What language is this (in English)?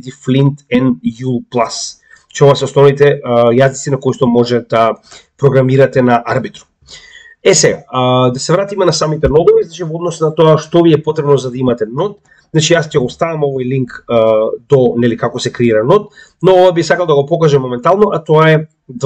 Macedonian